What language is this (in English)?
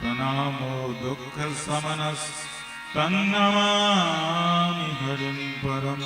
Maithili